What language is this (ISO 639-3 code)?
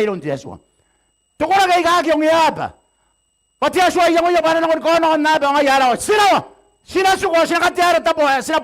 gil